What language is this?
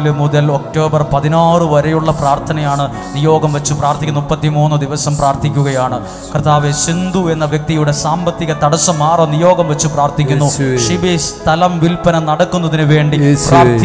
Malayalam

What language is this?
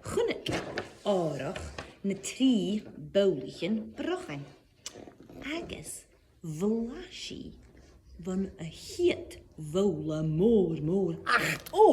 Scottish Gaelic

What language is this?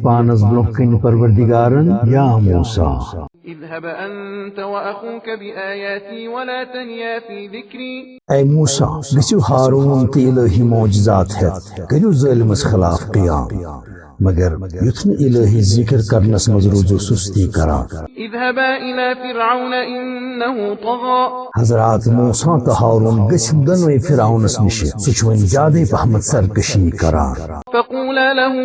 Kashmiri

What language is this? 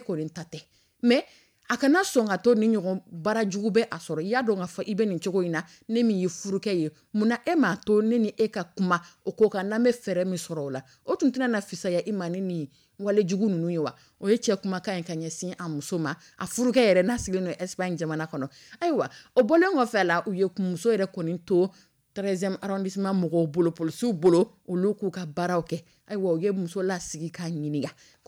Dyula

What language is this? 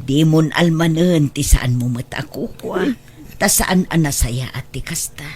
Iloko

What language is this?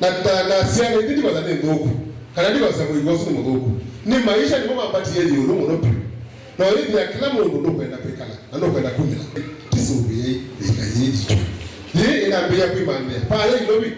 Kamba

